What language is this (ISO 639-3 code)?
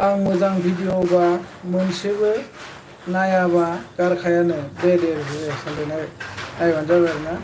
brx